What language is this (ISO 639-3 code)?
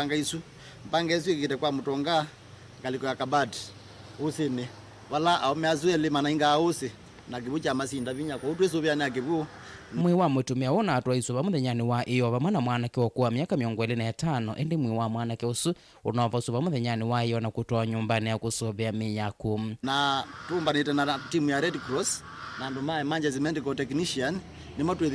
kam